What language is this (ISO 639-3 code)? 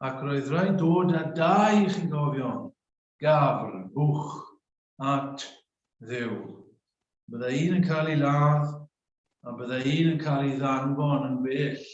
cym